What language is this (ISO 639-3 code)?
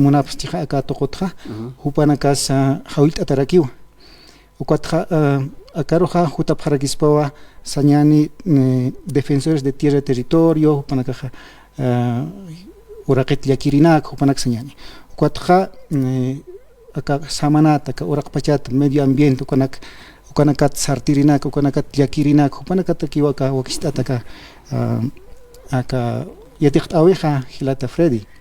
aym